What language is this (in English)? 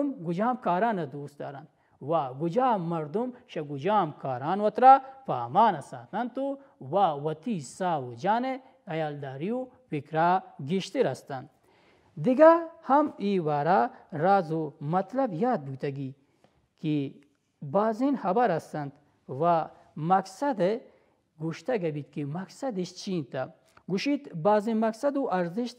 Baluchi